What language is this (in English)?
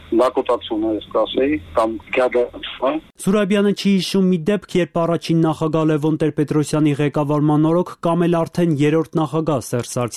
Armenian